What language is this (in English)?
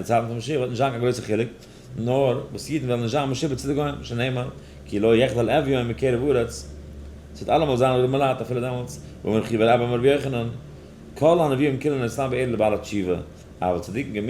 Yiddish